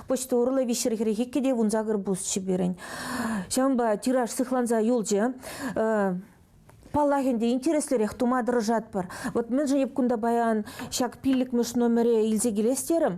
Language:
Chuvash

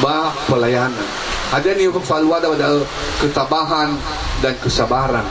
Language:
Nias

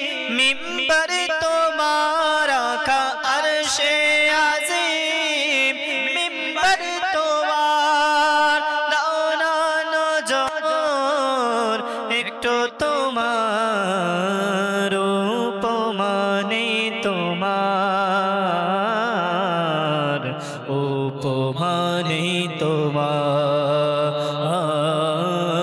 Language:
Bangla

